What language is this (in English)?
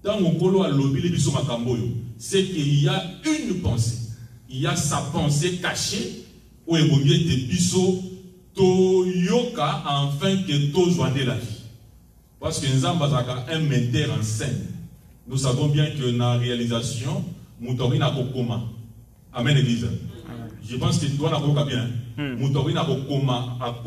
French